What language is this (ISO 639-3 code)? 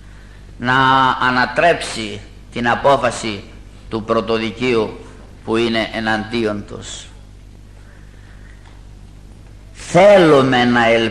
ell